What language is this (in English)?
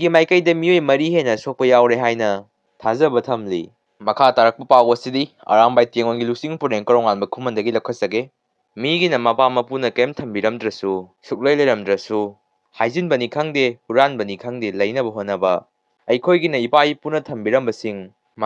Manipuri